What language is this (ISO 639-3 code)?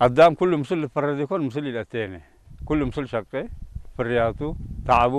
tir